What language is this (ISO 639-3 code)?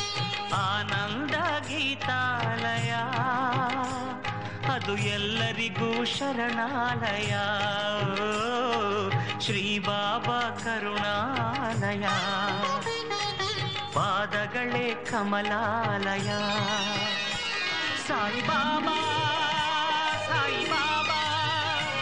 kan